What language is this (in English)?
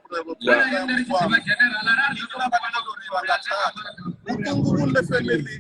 Venda